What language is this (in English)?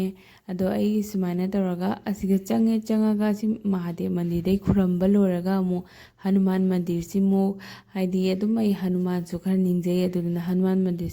Manipuri